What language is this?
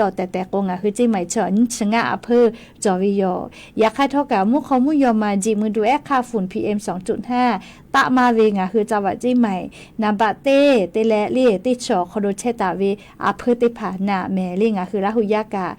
Lahu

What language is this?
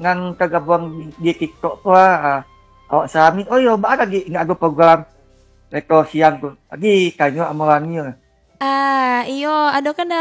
Minangkabau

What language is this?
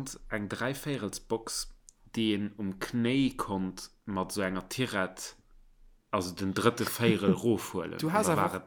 Luxembourgish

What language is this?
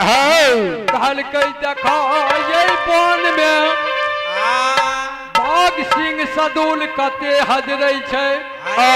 Maithili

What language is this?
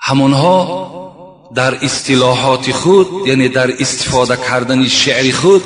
Tajik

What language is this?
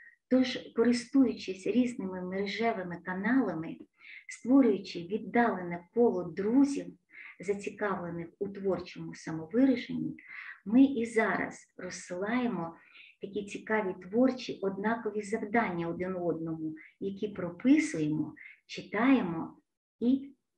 Ukrainian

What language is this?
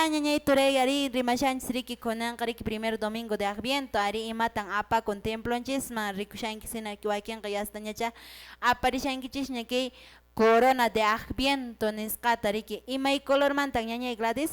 Quechua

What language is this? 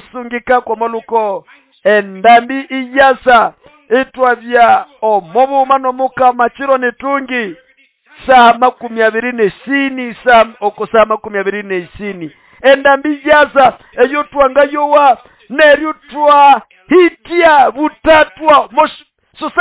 Nande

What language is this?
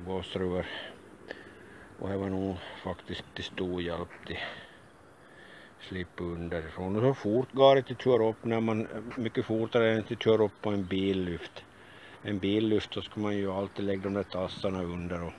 Swedish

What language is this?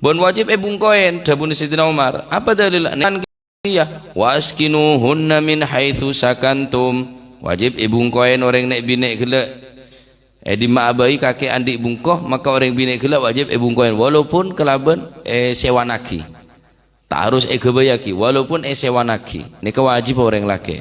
Madurese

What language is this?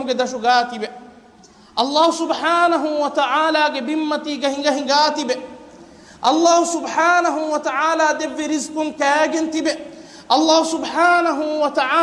Divehi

